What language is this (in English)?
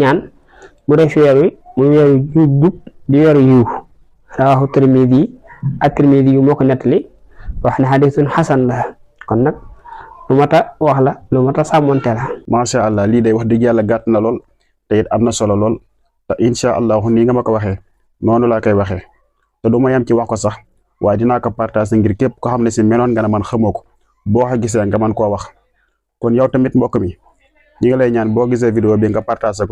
Wolof